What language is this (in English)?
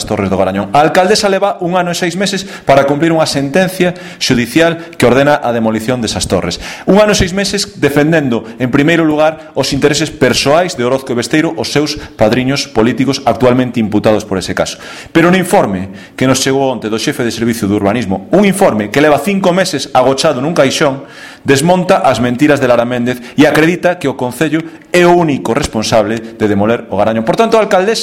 Galician